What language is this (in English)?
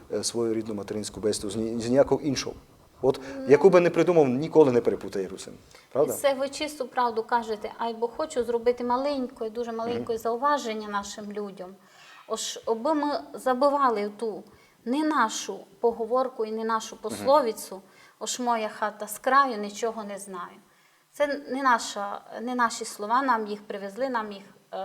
Rusyn